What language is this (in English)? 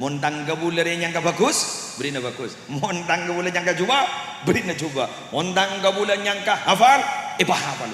Madurese